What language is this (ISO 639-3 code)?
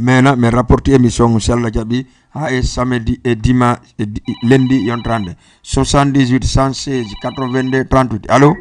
ful